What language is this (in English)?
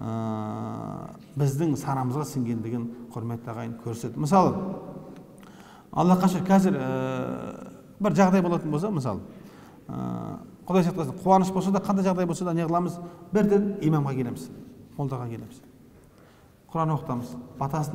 Kazakh